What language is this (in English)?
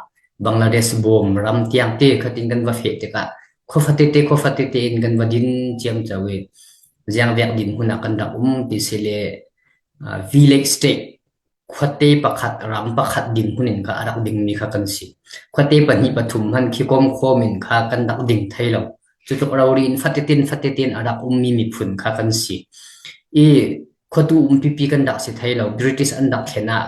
Falam Chin